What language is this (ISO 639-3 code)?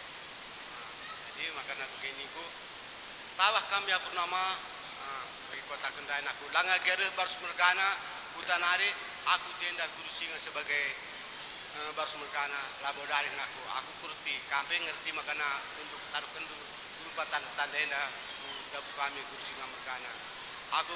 btx